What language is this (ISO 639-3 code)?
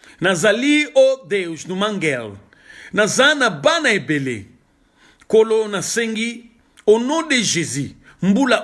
lin